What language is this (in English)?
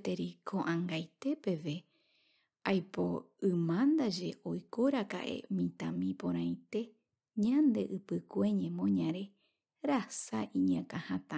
Guarani